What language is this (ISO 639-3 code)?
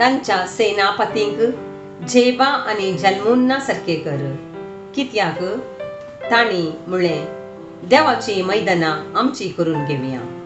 kok